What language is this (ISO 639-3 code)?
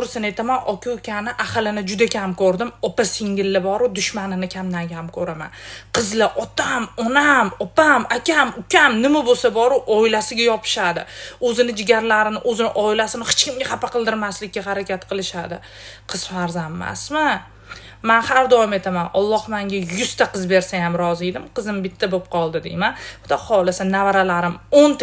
uzb